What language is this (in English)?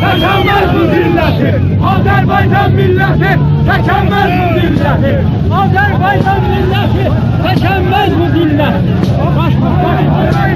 South Azerbaijani